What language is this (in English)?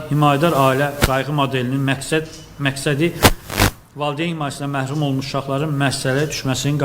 Azerbaijani